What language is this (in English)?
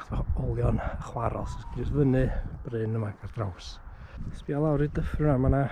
Welsh